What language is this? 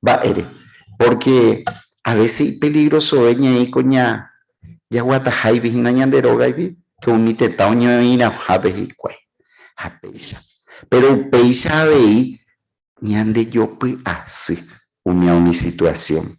Guarani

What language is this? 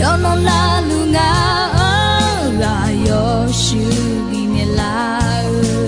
Akha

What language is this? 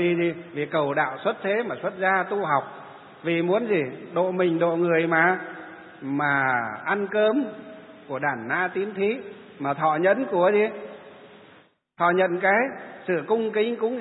Vietnamese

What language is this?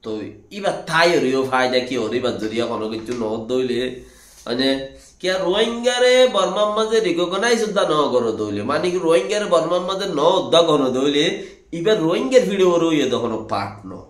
Rohingya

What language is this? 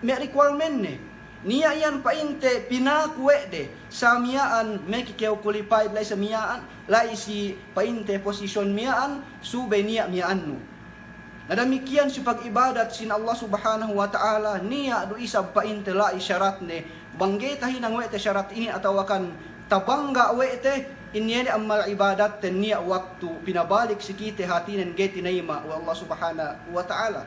Yakan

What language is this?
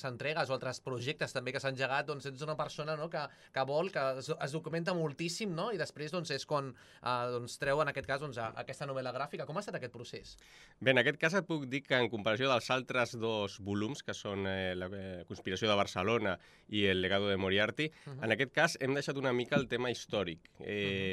Catalan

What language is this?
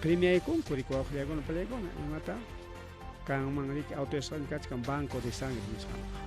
Ayacucho Quechua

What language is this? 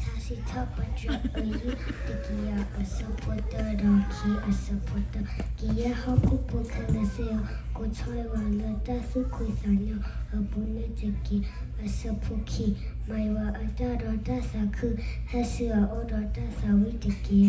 S'gaw Karen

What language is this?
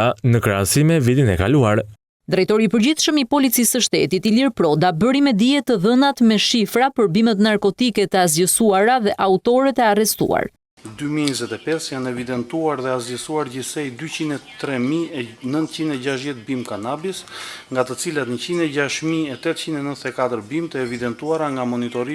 Albanian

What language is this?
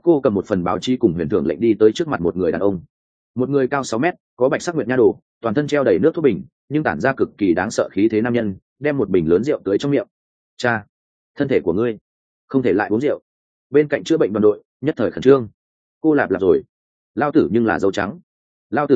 Vietnamese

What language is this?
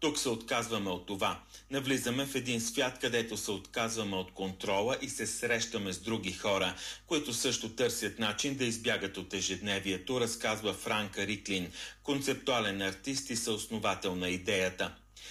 Bulgarian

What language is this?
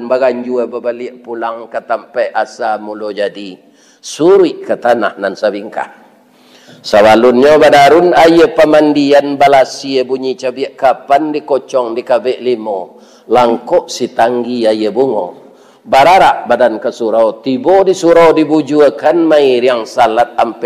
Minangkabau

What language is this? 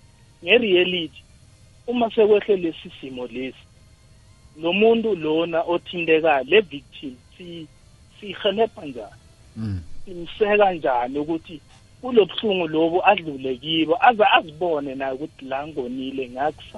South Ndebele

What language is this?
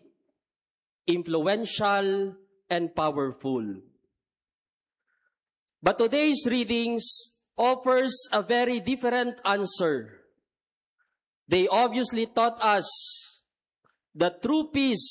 English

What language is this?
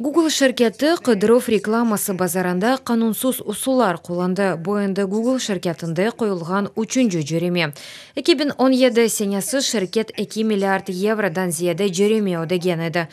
Crimean Tatar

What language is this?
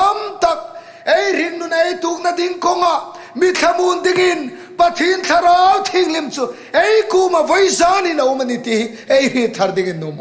Hmar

